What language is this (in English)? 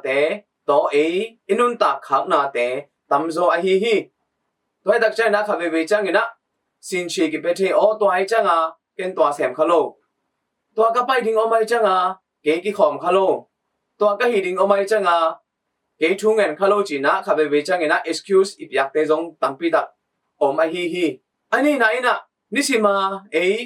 Tedim Chin